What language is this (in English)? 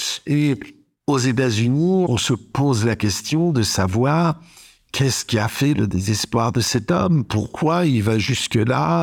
French